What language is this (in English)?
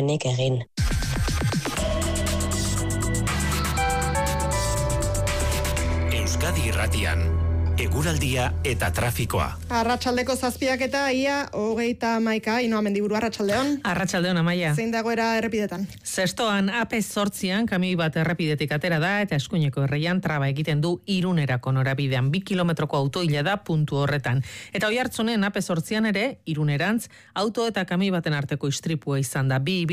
Basque